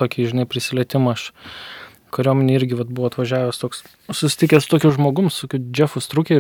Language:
Lithuanian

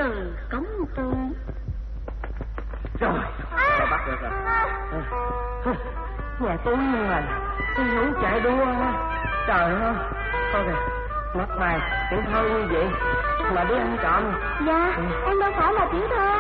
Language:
Vietnamese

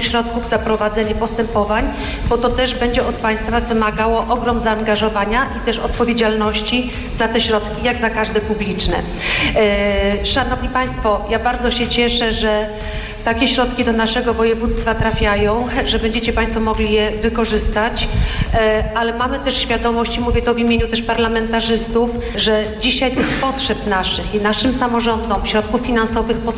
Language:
Polish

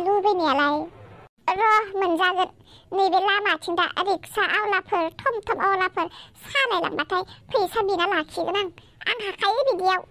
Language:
Bodo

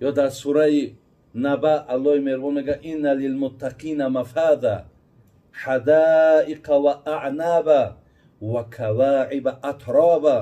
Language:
Tajik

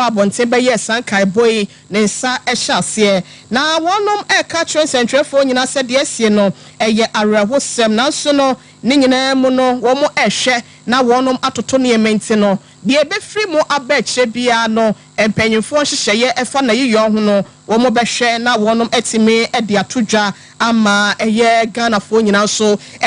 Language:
Akan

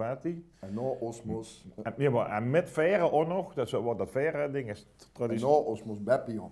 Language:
Limburgish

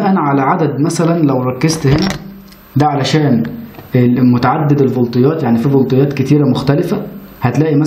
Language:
Egyptian Arabic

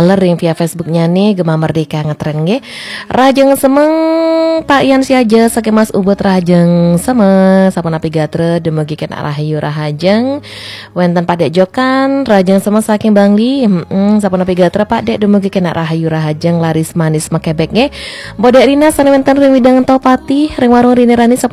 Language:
Balinese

